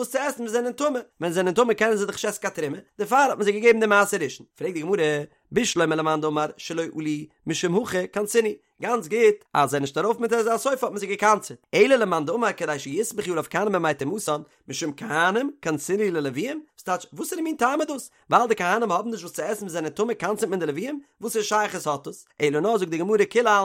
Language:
Yiddish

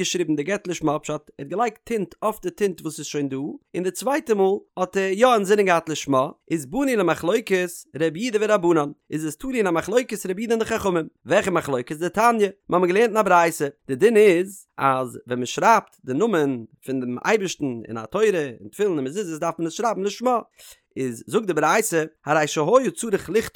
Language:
Yiddish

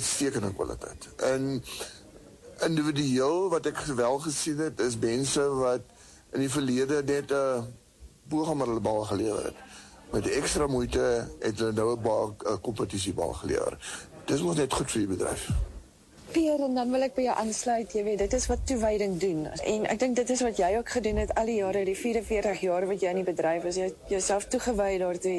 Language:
Afrikaans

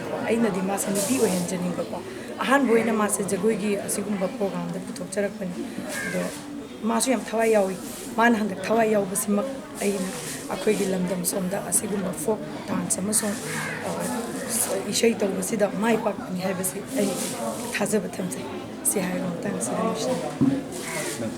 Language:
Manipuri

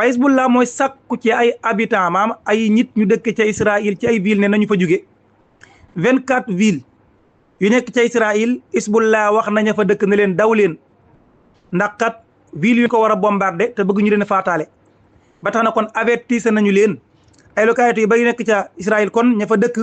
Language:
Wolof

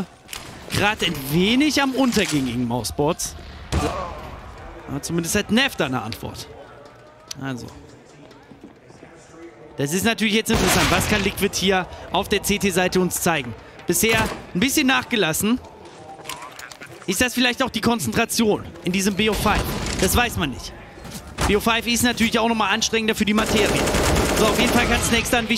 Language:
German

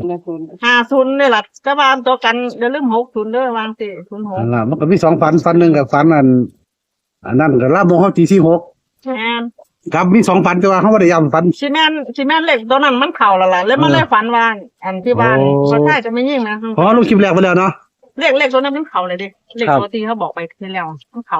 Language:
Northeastern Thai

